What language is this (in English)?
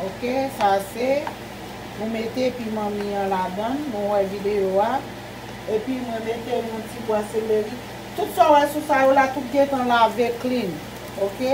Haitian Creole